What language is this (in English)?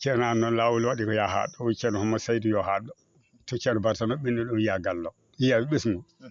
Fula